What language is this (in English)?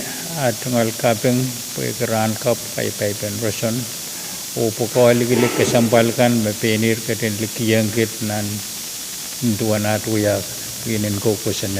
Pohnpeian